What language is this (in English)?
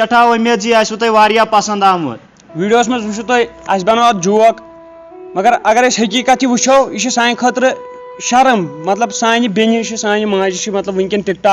Kashmiri